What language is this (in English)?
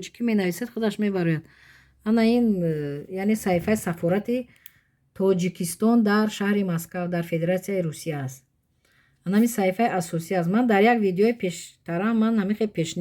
Tajik